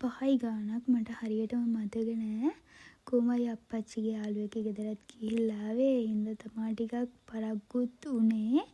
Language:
Sinhala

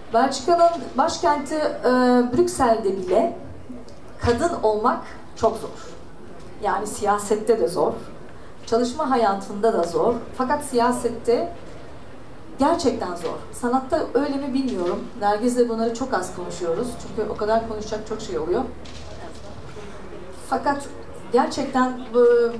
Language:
Turkish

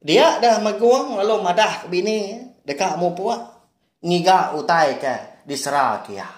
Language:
Iban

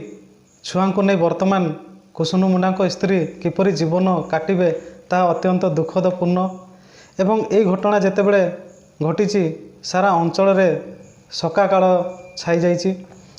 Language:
Odia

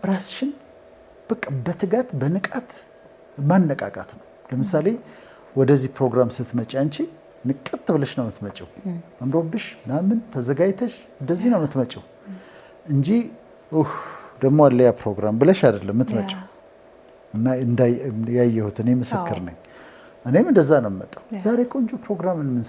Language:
Amharic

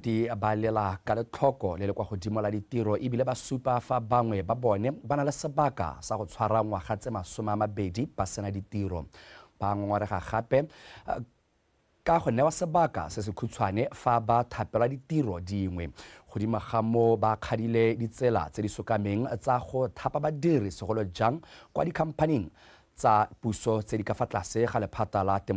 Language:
Tswana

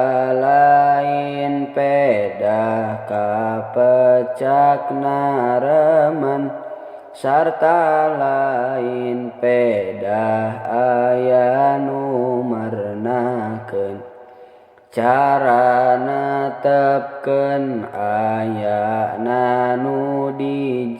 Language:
Sundanese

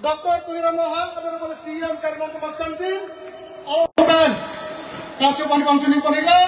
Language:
Karbi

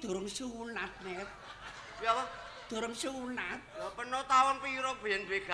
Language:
Javanese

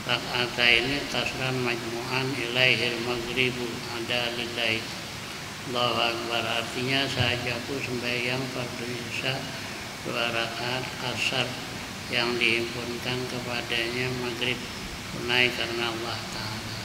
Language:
Banjar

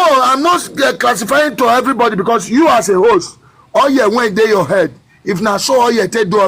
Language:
Nigerian Pidgin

